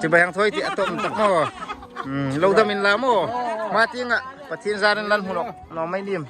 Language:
Hmar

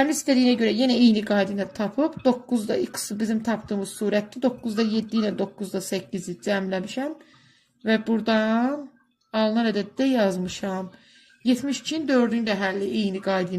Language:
Azerbaijani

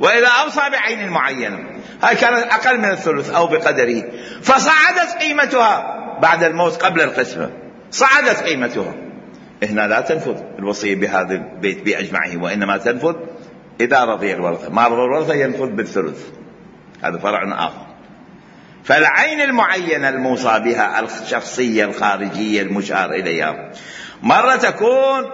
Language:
Mesopotamian Arabic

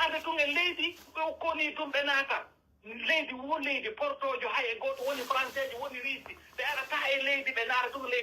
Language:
Pular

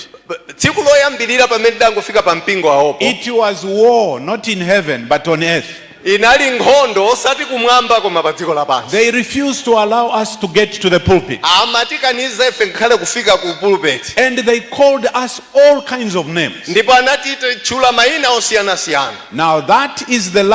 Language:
Nyanja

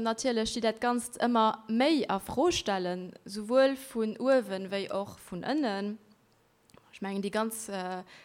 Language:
Luxembourgish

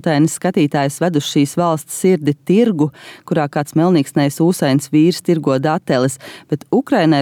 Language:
Latvian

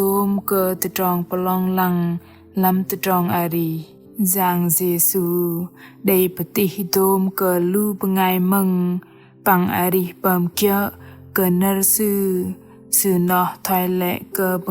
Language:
Bahnar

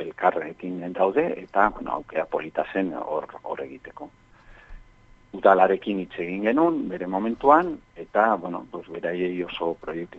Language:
Basque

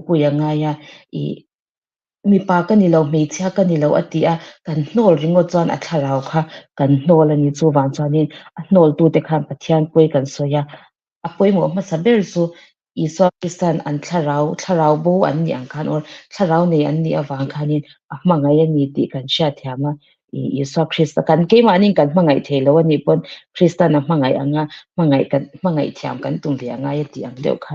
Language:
Mizo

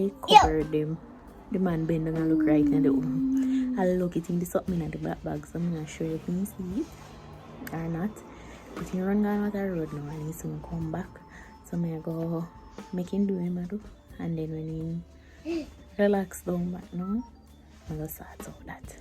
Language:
Jamaican Creole English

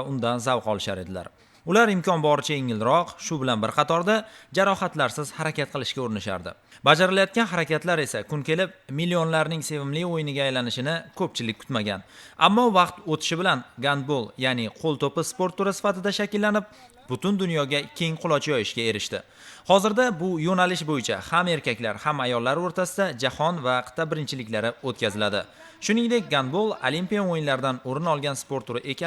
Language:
Uzbek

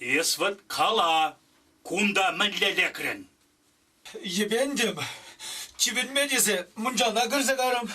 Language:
Chuvash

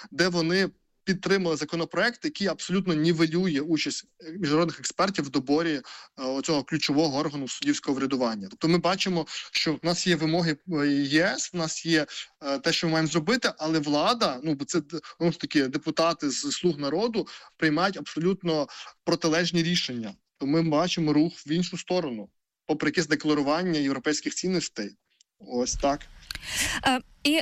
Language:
Ukrainian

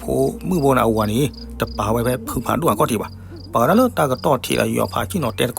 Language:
S'gaw Karen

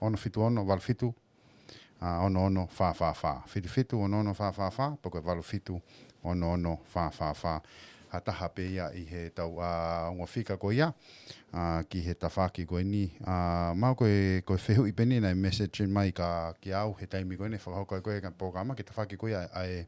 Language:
Tongan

